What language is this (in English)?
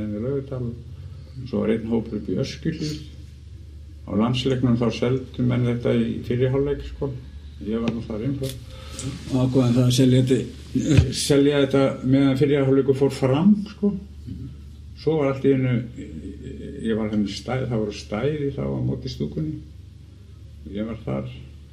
Icelandic